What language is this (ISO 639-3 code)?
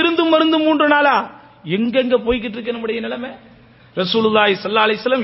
tam